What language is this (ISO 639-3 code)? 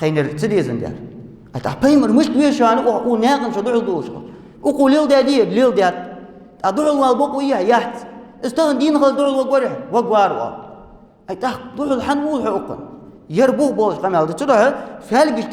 inh